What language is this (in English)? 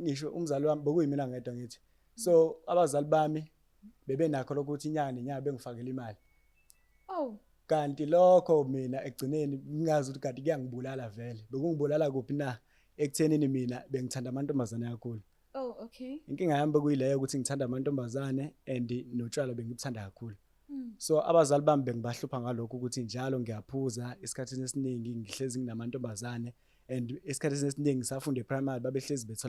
Zulu